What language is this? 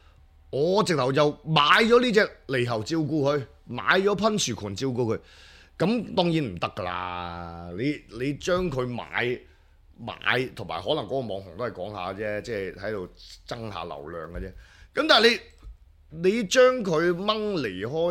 Cantonese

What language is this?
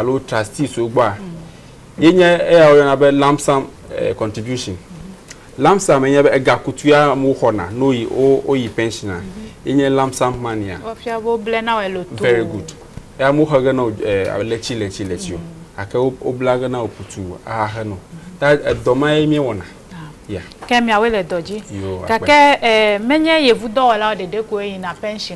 Ewe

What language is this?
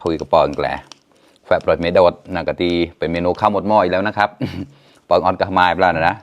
Mon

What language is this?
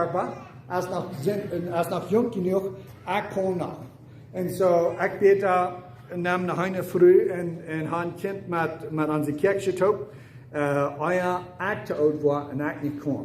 Plautdietsch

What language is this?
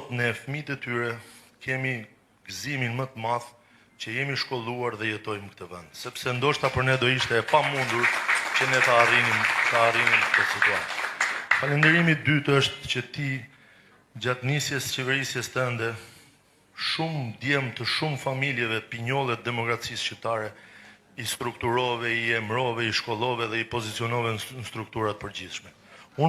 Albanian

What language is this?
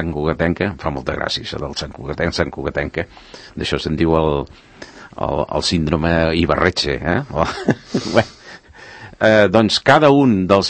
Catalan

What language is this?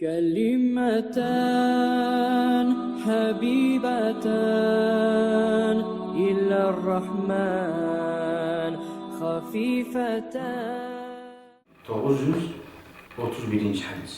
Kumyk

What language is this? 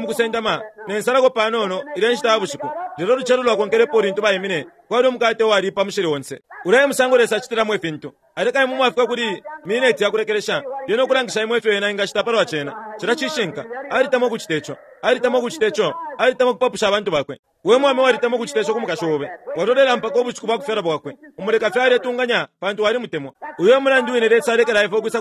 Bemba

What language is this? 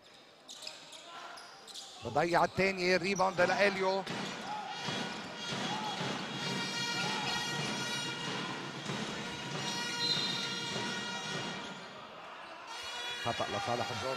North Levantine Arabic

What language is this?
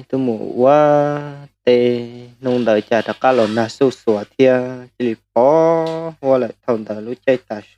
Hmong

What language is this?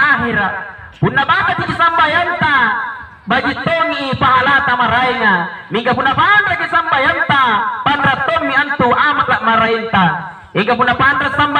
Makasar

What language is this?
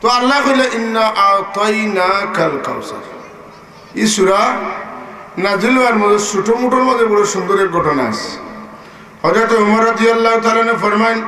Sylheti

